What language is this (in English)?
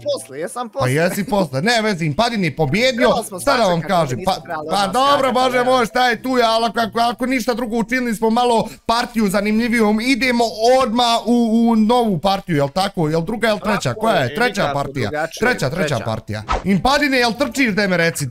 Bosnian